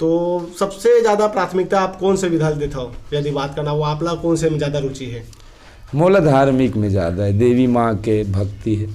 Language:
Chhattisgarhi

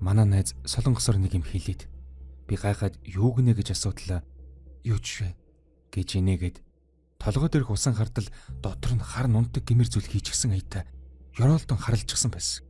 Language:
Mongolian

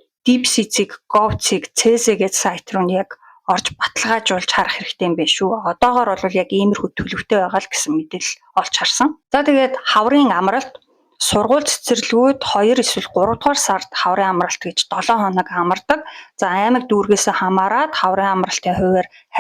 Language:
Mongolian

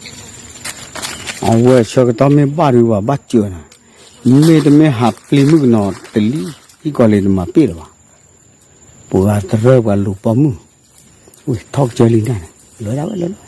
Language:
S'gaw Karen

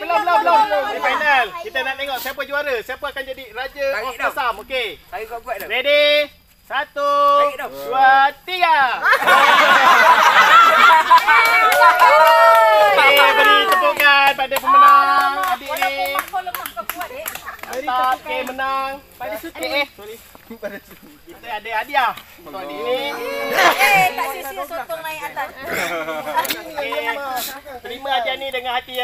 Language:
Malay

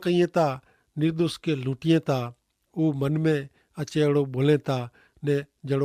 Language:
Kachhi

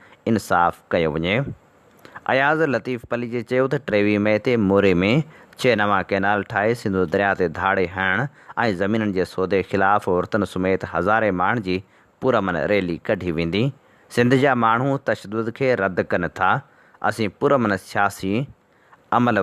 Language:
Sindhi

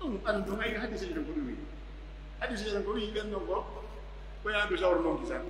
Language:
Pular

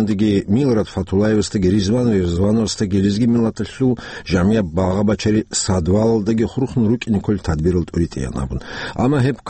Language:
Avaric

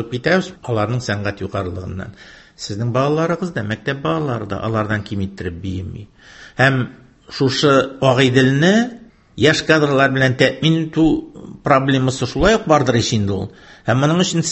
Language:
Tatar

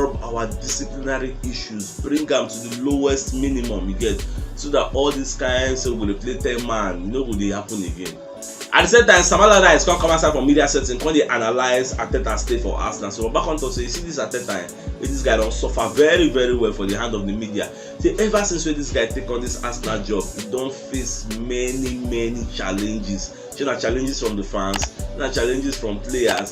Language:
Nigerian Pidgin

